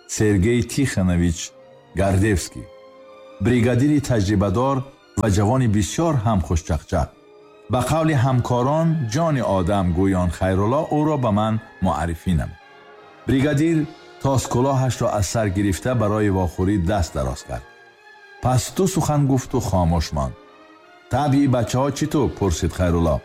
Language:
Tajik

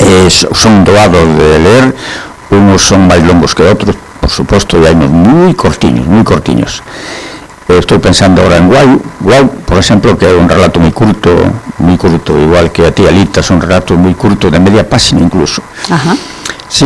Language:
Galician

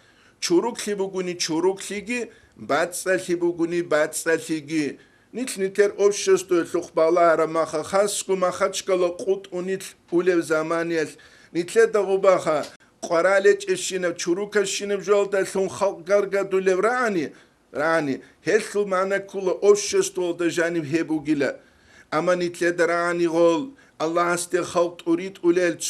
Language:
Avaric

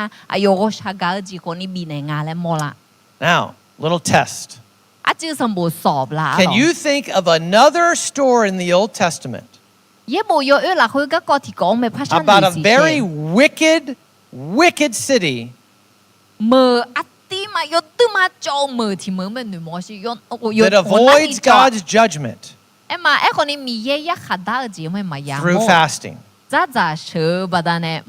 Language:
Akha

